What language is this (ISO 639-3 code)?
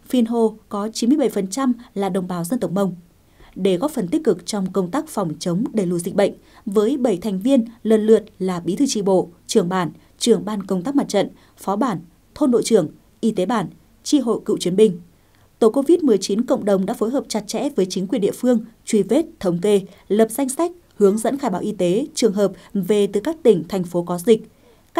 vie